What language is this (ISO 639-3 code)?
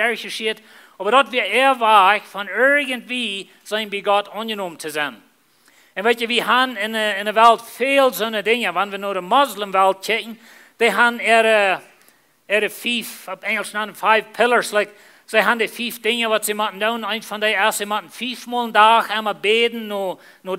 pdt